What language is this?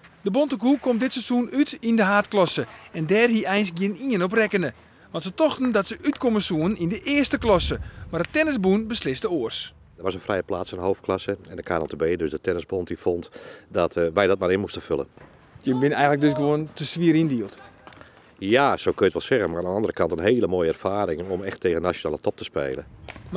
Western Frisian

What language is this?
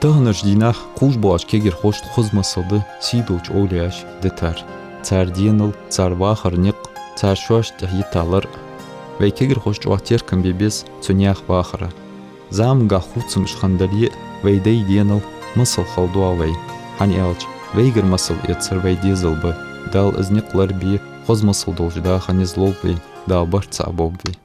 Ingush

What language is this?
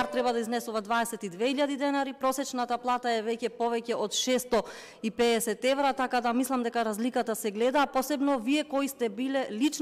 Macedonian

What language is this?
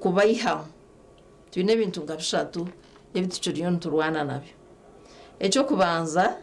Nyankole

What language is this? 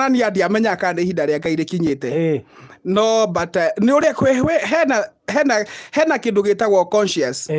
Kikuyu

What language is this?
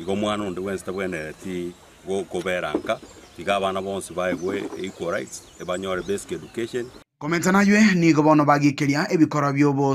Gusii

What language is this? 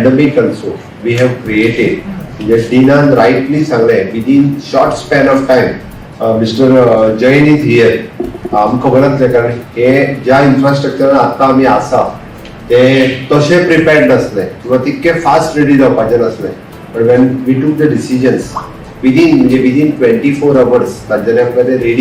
Konkani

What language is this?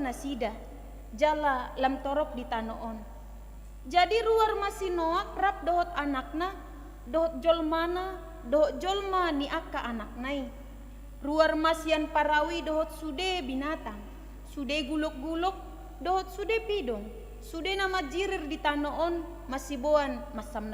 Batak Toba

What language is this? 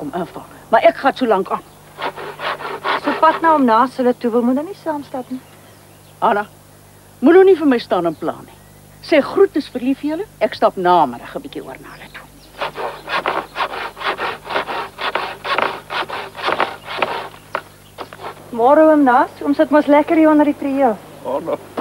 Afrikaans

